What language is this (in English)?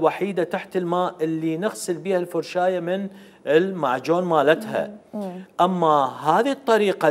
Mesopotamian Arabic